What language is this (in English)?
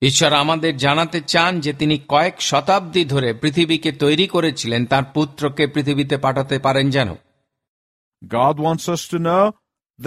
Bangla